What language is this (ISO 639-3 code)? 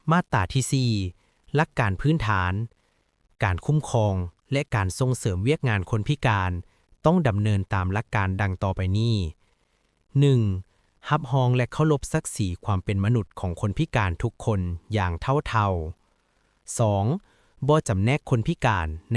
lao